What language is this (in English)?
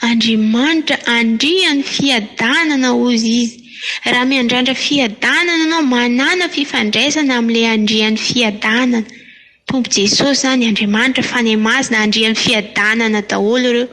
Malagasy